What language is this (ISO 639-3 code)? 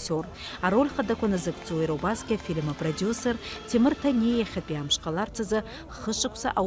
abk